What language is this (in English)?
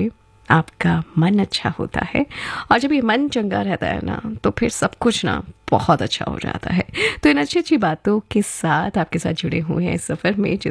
Hindi